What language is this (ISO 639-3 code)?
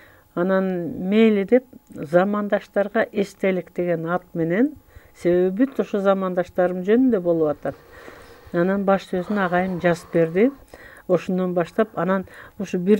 kir